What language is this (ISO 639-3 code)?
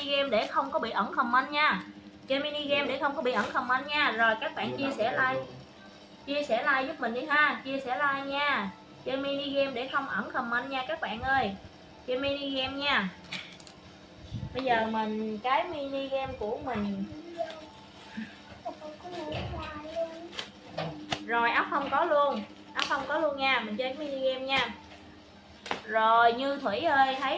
vie